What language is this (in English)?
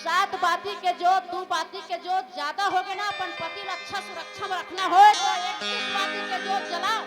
Chhattisgarhi